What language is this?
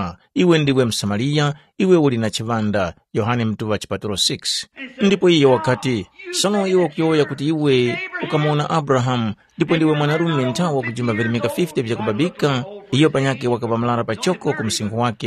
Tumbuka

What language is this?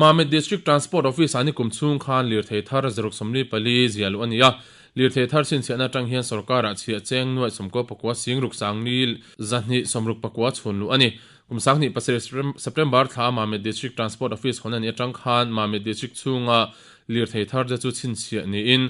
Mizo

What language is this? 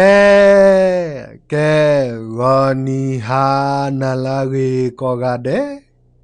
S'gaw Karen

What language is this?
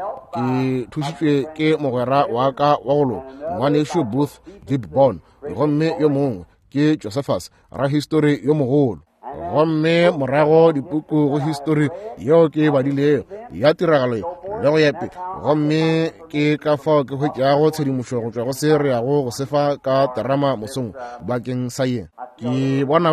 Northern Sotho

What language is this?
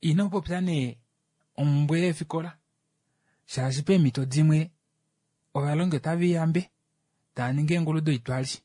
Kuanyama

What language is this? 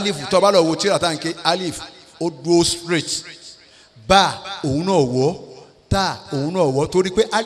Yoruba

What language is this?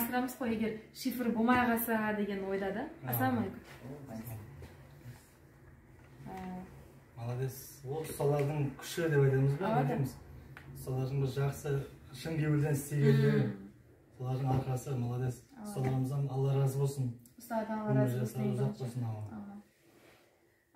Kazakh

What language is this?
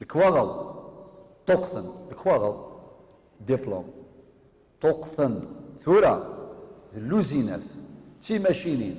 Kabyle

